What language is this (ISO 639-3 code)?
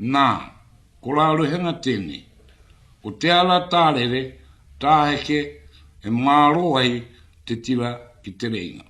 mri